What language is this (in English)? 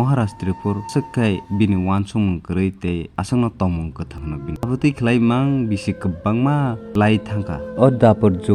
Kok Borok